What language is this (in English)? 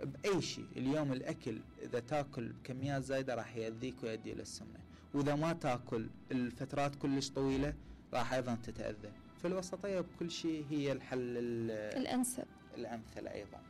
Mesopotamian Arabic